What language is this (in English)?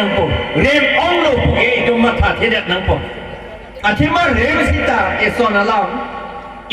Karbi